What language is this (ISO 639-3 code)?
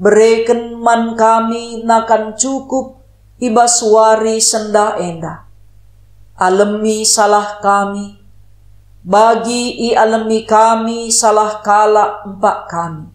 btx